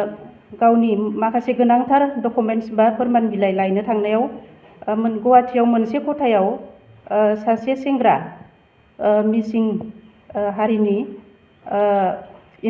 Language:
Bodo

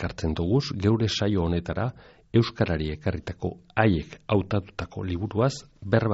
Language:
Basque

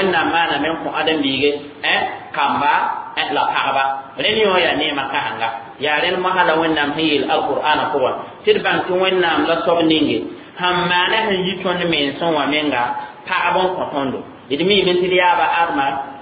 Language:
Mossi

